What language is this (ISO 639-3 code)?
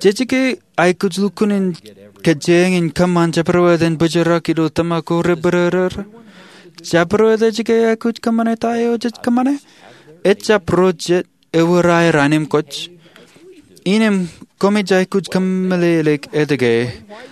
mah